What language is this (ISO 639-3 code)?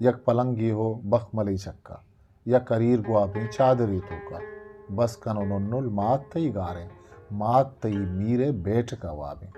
bgp